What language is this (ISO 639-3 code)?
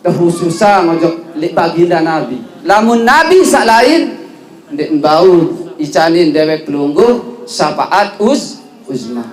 sas